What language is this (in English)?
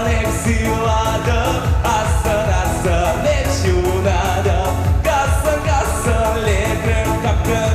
Chuvash